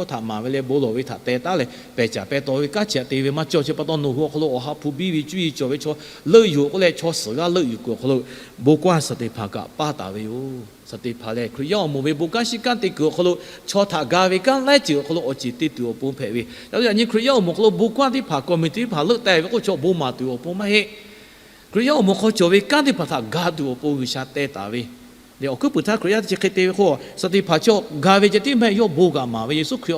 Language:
Lahu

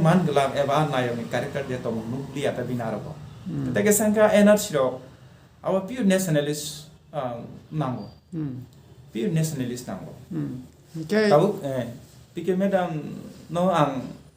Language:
Kok Borok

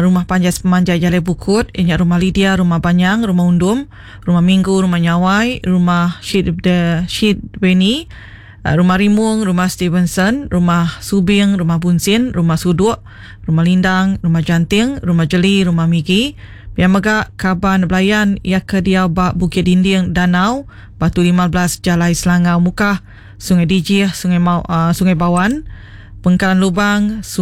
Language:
Iban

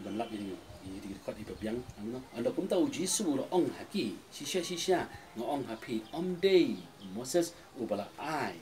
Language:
Khasi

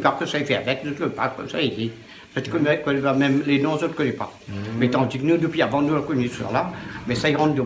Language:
Réunion Creole French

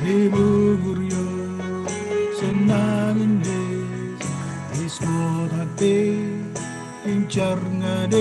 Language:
Marshallese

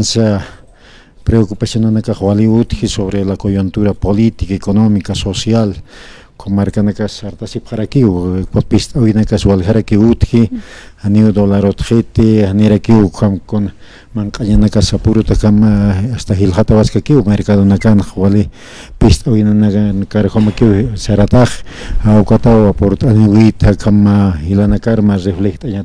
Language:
Aymara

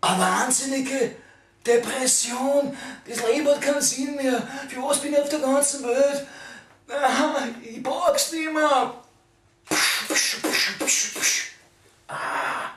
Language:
Bavarian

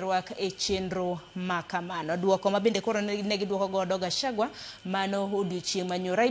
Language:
Luo (Kenya and Tanzania)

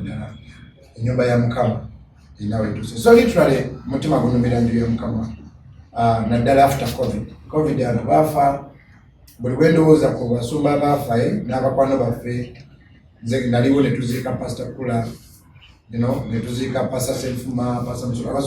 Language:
Ganda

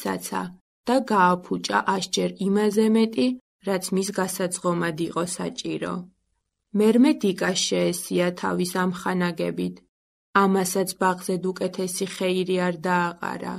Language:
Georgian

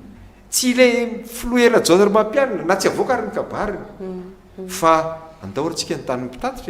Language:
Malagasy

